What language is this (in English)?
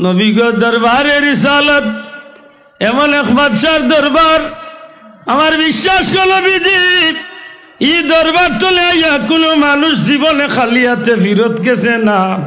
Sylheti